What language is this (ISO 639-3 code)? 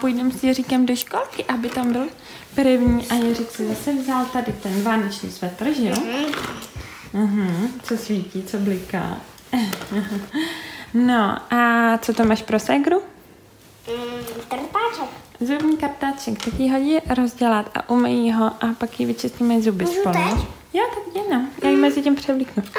ces